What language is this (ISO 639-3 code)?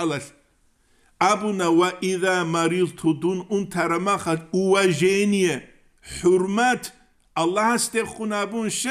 ava